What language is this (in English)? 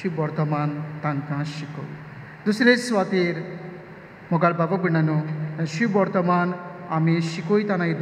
Konkani